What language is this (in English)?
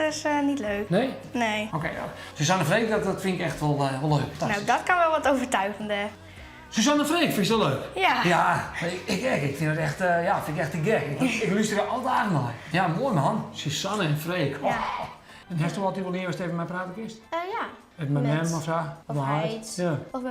Western Frisian